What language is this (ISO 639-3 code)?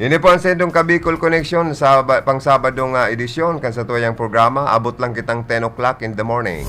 bik